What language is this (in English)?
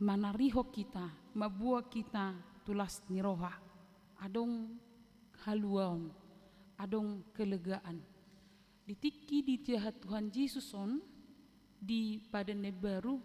Batak Toba